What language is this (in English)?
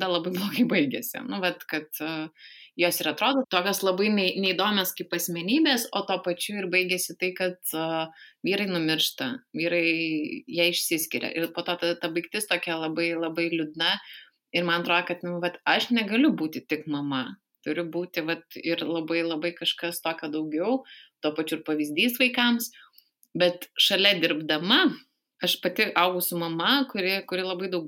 Lithuanian